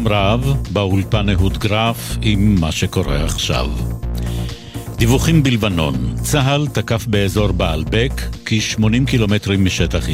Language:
Hebrew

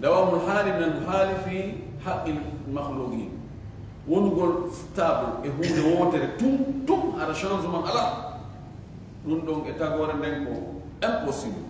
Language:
Fula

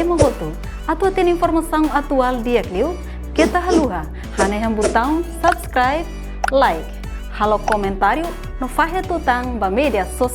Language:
Tetum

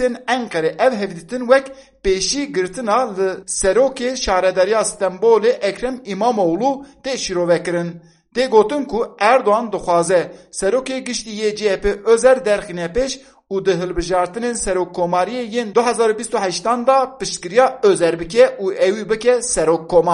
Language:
Kurdish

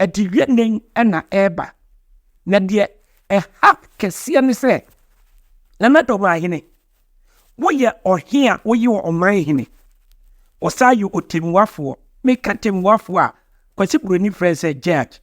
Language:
Akan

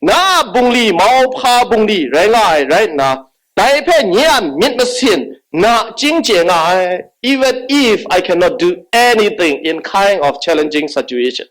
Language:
Kachin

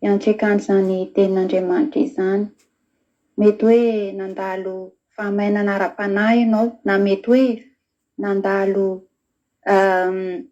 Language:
Malagasy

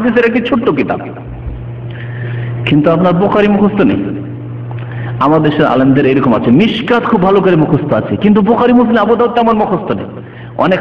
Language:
Bangla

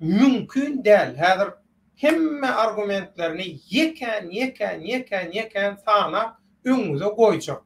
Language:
Turkmen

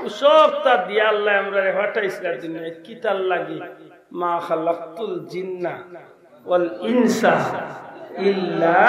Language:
Sylheti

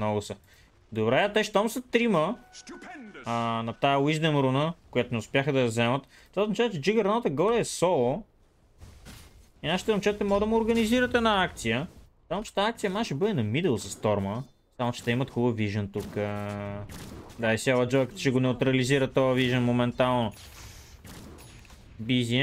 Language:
Bulgarian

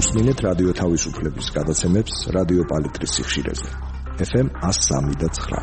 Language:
Georgian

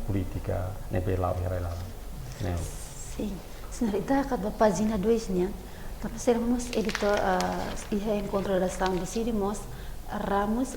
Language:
Tetum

